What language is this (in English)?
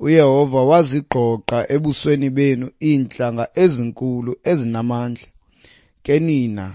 Xhosa